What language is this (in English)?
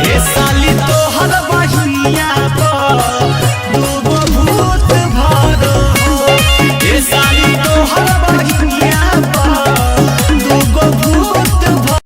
Magahi